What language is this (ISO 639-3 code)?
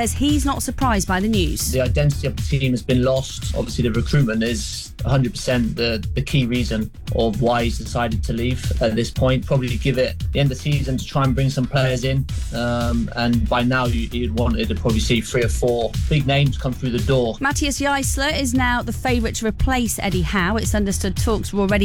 eng